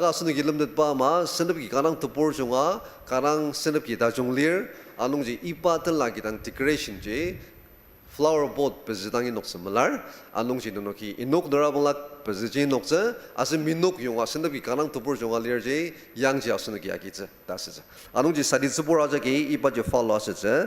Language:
Ao Naga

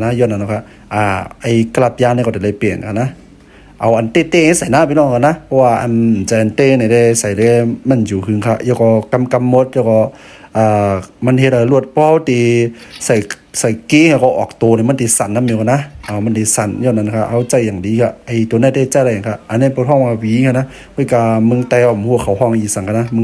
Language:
Shan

